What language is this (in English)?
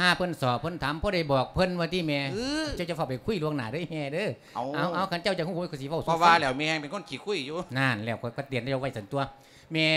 Lao